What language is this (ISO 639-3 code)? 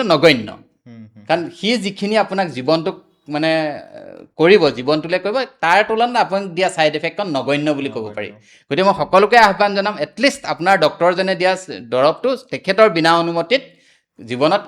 asm